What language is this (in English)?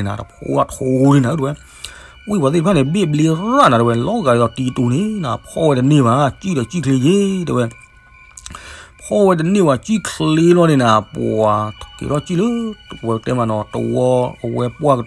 S'gaw Karen